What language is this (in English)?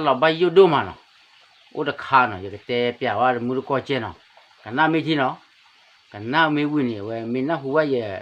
S'gaw Karen